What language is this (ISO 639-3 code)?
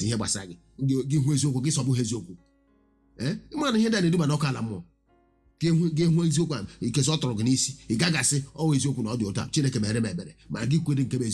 ibo